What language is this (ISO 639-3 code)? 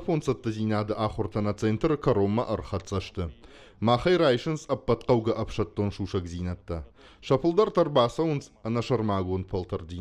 oss